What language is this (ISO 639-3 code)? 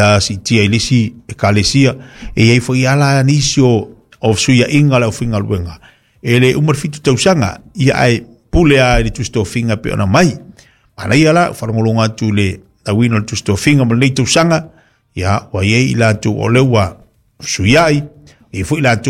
smo